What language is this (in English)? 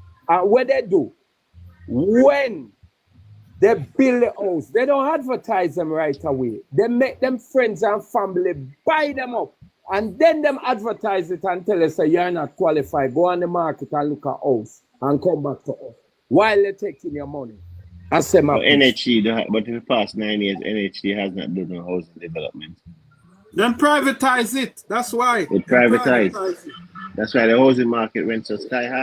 Jamaican Creole English